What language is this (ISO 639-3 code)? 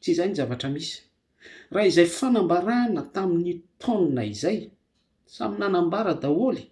mlg